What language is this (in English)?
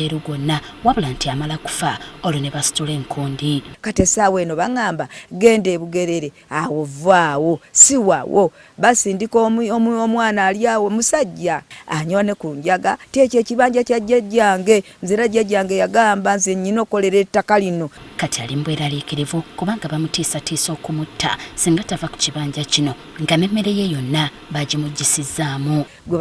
Ganda